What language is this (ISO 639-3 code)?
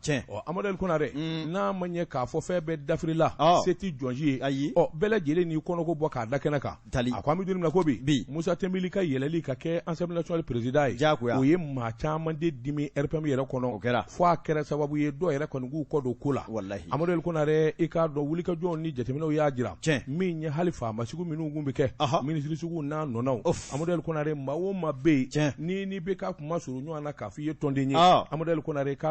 bam